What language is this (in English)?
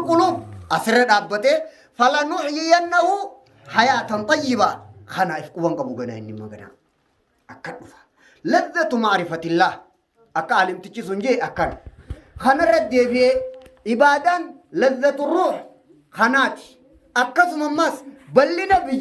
Oromo